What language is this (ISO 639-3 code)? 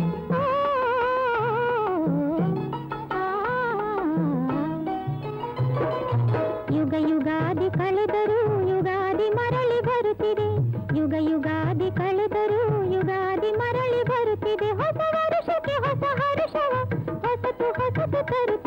kan